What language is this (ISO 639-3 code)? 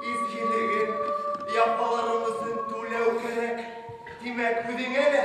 bak